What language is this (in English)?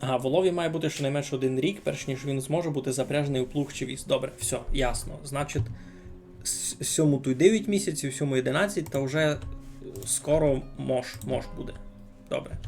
Rusyn